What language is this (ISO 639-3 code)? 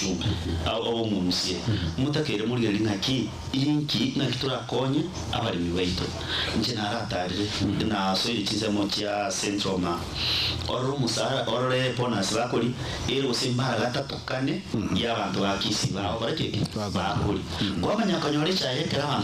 guz